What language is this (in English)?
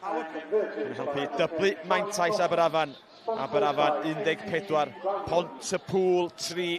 Welsh